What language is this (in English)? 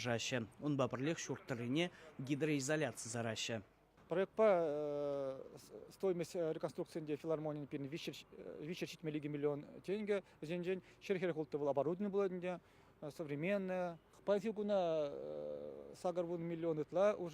Chuvash